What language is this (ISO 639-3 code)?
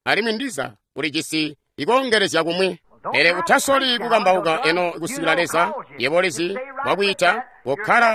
toi